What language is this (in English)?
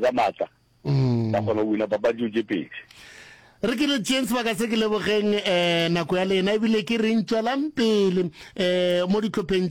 Northern Sotho